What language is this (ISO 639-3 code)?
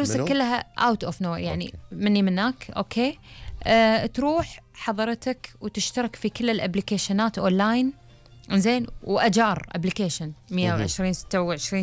afb